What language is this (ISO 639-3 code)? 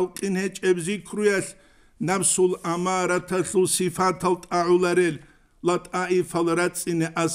ava